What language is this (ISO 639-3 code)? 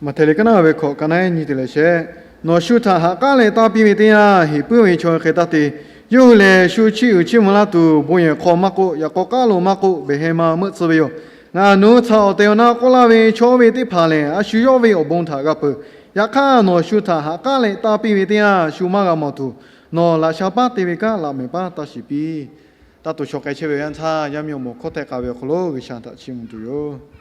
lhu